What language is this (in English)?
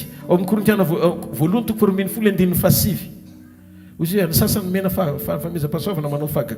Malagasy